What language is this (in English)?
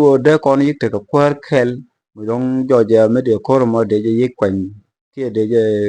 Nuer